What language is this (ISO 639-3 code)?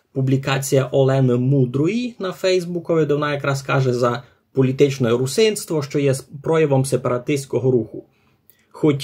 rue